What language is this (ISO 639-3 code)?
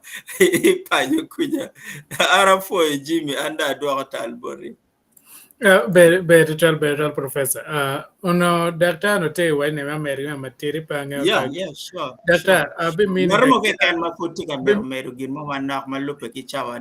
ach